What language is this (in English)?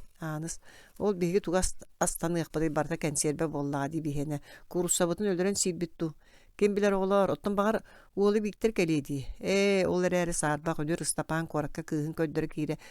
Yakut